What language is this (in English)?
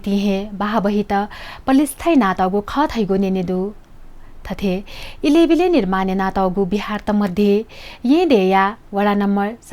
Newari